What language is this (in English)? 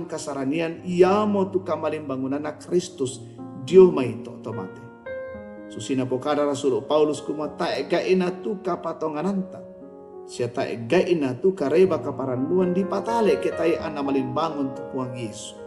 Toraja-Sa'dan